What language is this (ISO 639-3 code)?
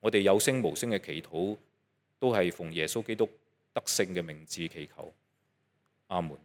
yue